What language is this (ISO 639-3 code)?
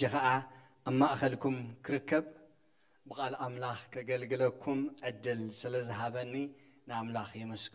tir